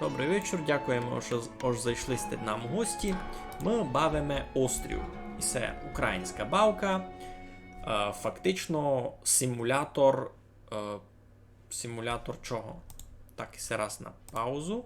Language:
Rusyn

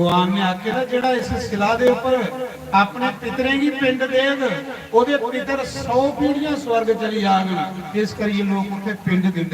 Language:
Dogri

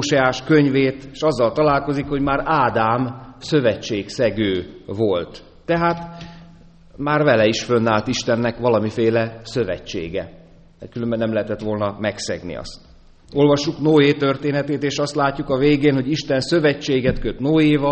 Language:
Hungarian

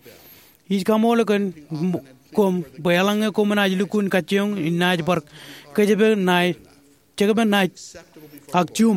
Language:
Marshallese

